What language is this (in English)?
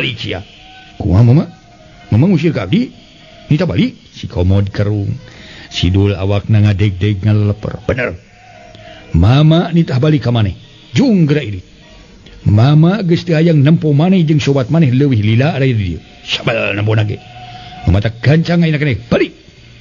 Sundanese